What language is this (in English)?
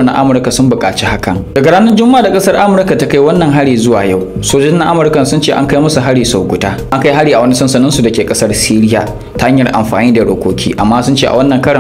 Hausa